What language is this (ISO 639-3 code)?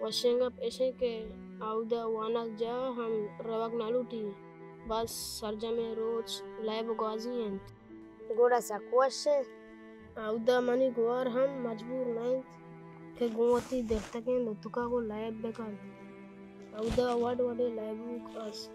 bal